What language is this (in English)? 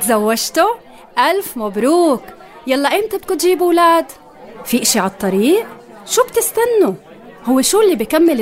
North Levantine Arabic